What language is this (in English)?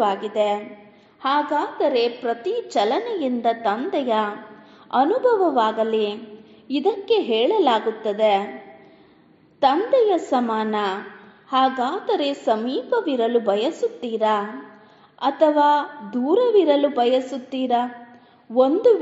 Kannada